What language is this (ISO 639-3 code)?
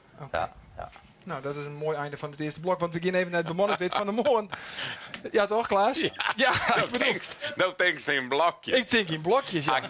fry